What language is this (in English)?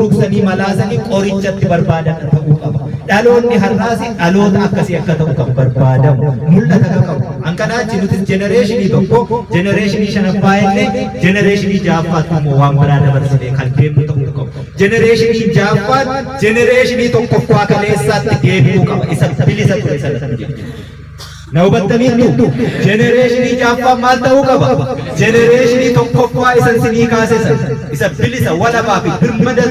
Oromo